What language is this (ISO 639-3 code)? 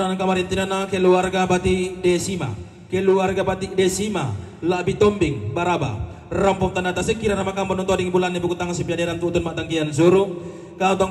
sda